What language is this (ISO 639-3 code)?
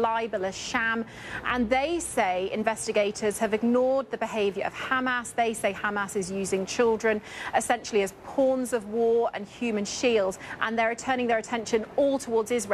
eng